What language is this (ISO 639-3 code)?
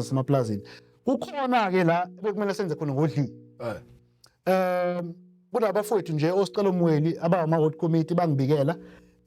zul